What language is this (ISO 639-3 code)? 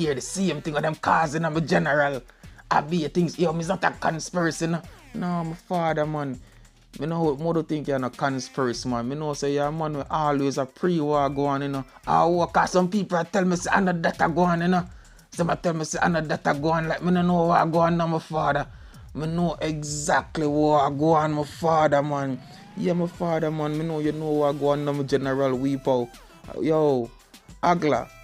jam